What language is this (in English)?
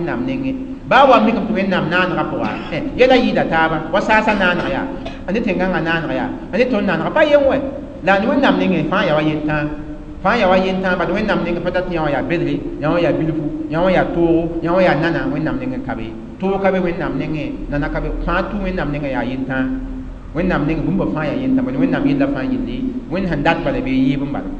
Mossi